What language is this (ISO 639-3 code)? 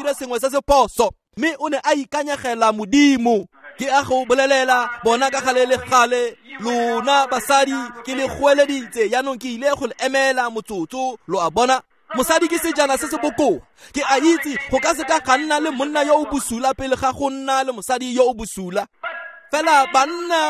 tsn